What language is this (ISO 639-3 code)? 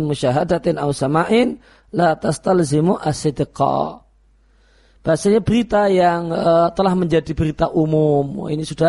ind